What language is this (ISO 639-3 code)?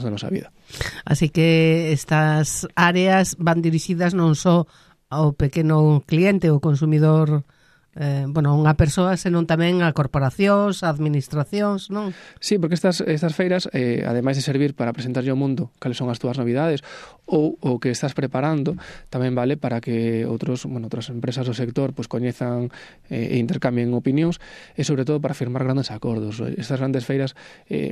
glg